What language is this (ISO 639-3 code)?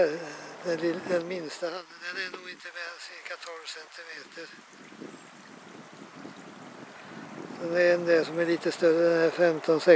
swe